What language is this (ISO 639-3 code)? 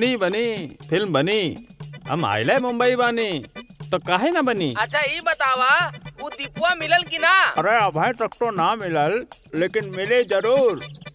bho